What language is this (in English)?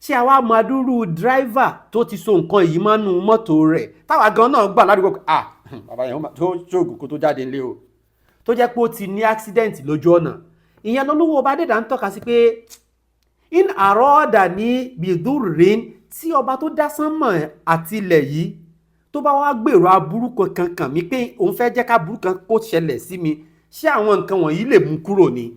Yoruba